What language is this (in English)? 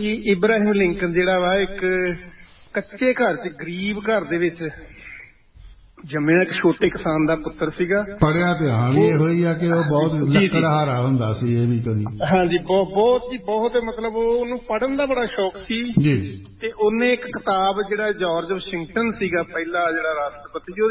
Punjabi